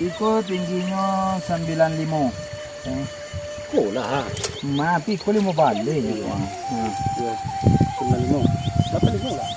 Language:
Minangkabau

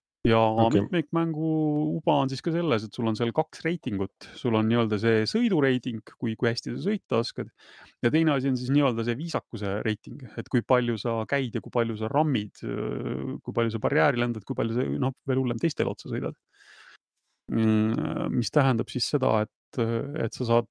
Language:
Estonian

